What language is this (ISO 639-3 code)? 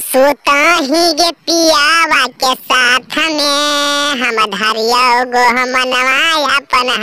mag